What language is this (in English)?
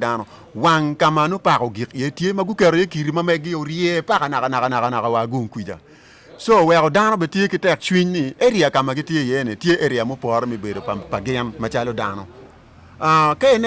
Acoli